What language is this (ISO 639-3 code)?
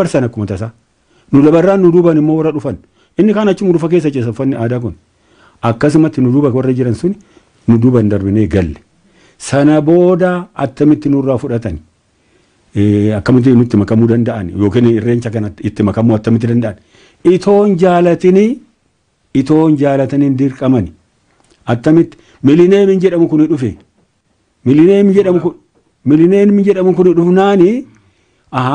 orm